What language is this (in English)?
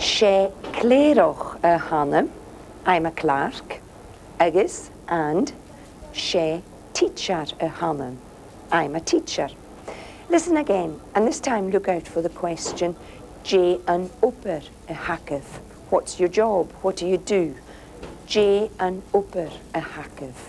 Scottish Gaelic